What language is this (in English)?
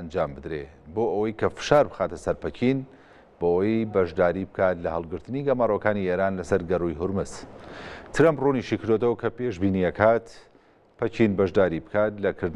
Central Kurdish